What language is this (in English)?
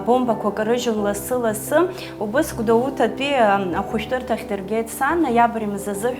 Abkhazian